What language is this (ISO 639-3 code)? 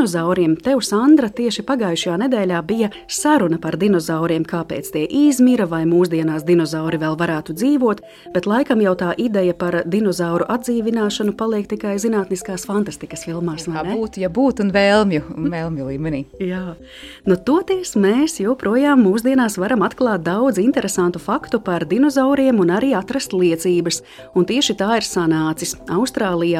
lav